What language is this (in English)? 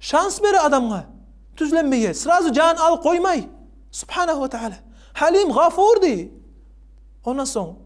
Kumyk